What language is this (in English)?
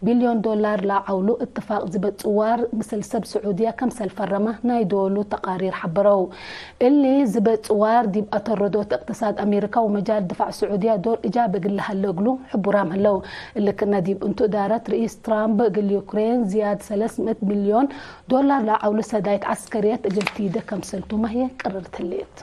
Tigre